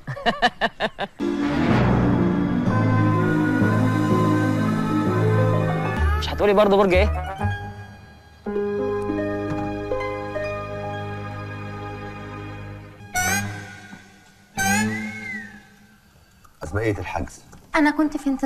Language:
Egyptian Arabic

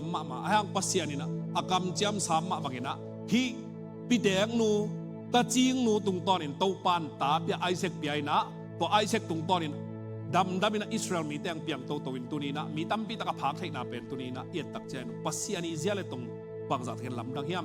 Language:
Tedim Chin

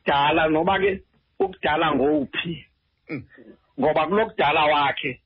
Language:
Xhosa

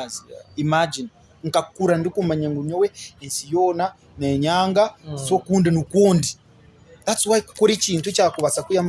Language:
Nyankole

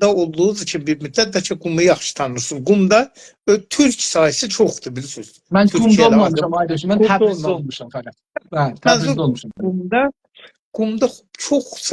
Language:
South Azerbaijani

